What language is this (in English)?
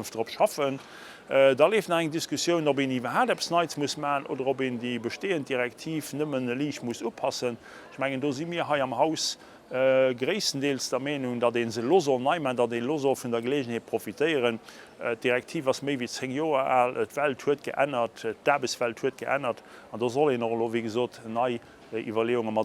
Luxembourgish